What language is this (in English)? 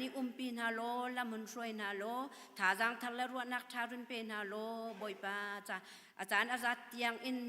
Hakha Chin